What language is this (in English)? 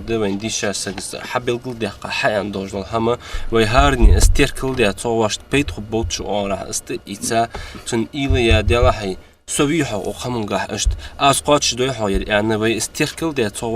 Ingush